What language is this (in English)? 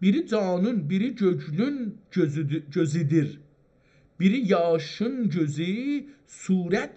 South Azerbaijani